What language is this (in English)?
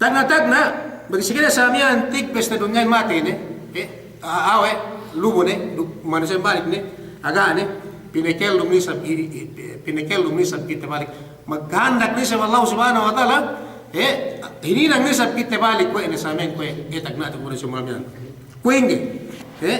Yakan